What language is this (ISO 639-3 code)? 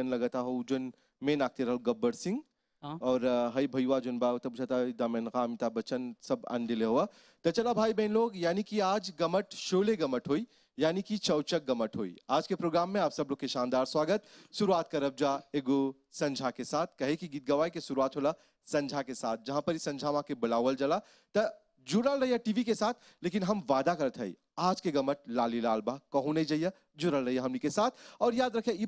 bho